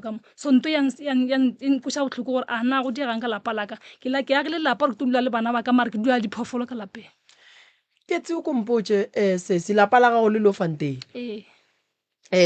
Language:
Northern Sotho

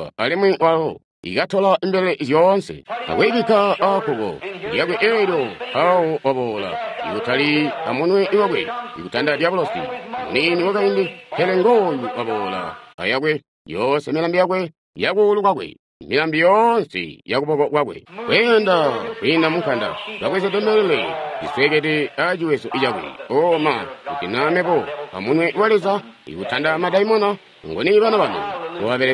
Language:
Tonga (Zambia)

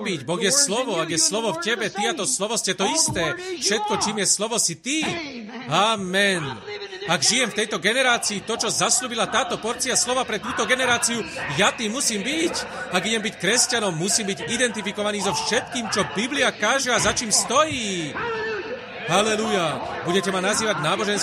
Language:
Slovak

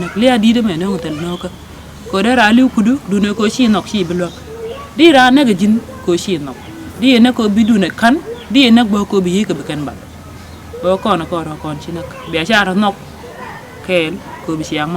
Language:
Nuer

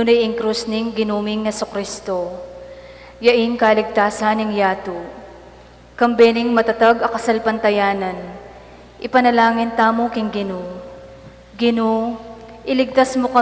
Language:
Pampanga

